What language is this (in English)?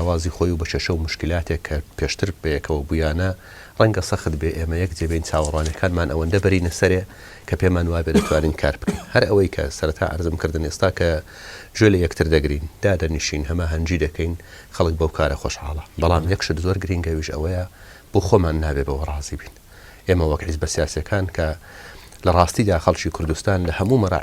Central Kurdish